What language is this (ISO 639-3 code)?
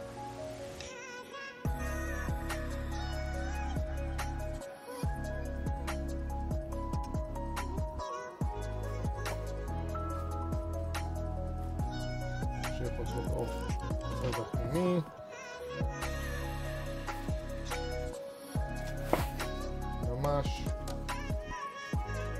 heb